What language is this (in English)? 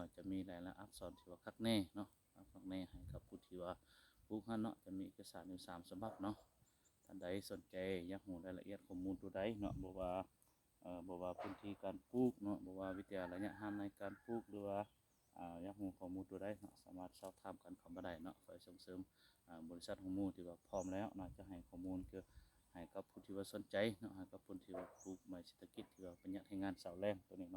Lao